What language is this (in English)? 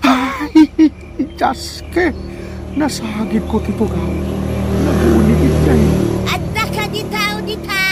Iloko